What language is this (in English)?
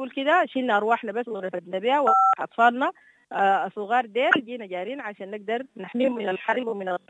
Sudanese Arabic